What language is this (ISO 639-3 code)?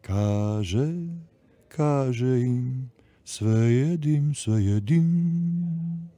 srp